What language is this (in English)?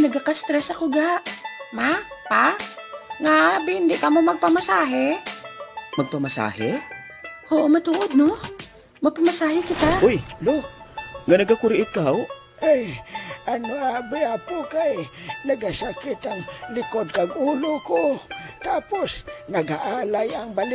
Hiligaynon